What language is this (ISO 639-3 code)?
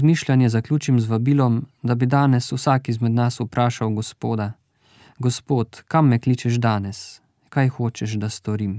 slv